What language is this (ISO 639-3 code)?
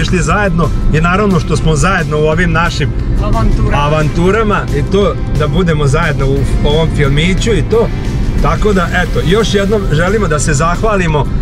srp